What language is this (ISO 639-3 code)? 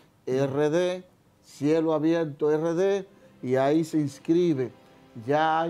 spa